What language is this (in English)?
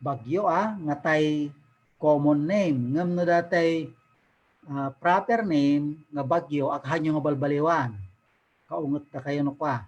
Iloko